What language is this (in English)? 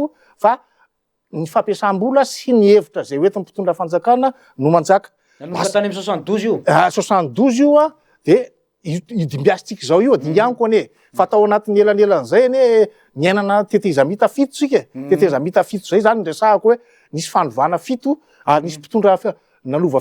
Malagasy